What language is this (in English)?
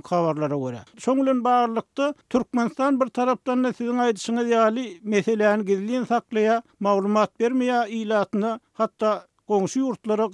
Turkmen